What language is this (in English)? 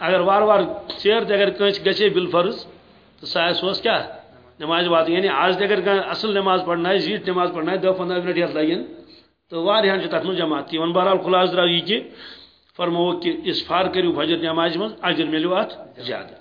Kashmiri